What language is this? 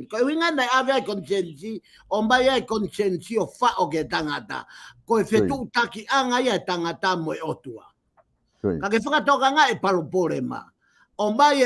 Tongan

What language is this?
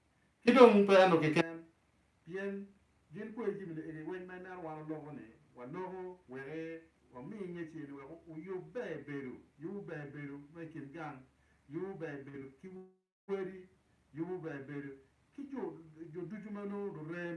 Acoli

